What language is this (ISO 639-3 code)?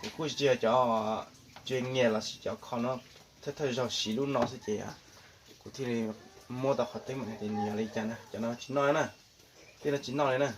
hmn